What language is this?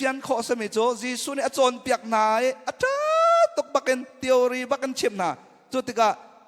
Hakha Chin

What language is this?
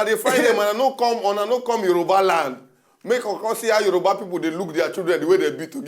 Nigerian Pidgin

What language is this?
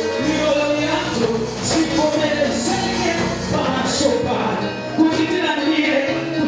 Nyanja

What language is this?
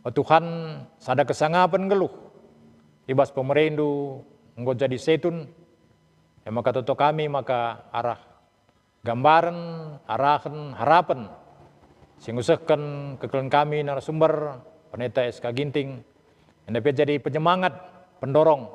Batak Karo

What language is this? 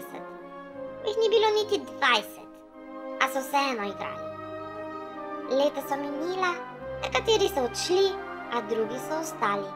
Slovenian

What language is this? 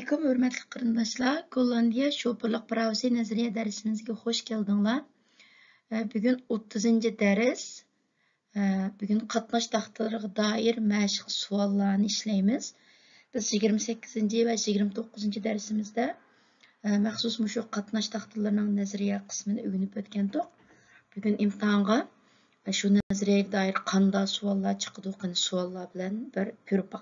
Uyghur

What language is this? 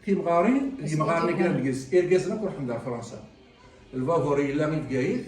Kabyle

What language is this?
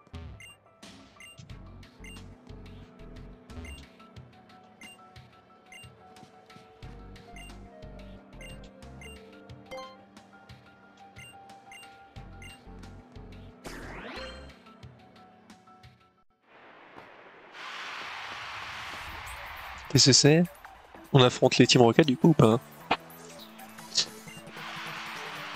French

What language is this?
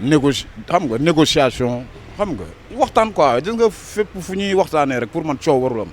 Wolof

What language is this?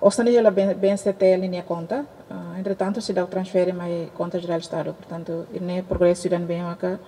Tetum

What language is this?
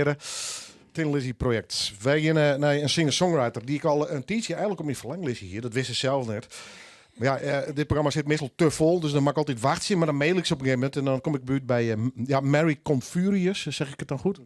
Western Frisian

